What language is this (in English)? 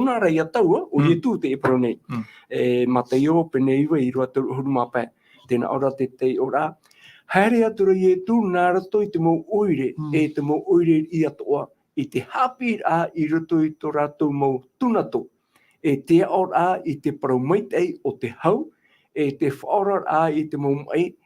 Tahitian